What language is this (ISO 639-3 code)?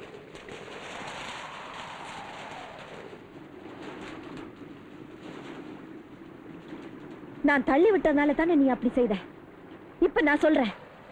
tam